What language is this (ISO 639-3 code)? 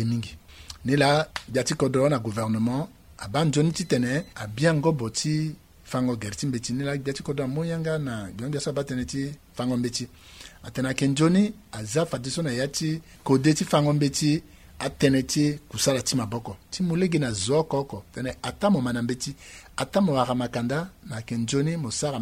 sag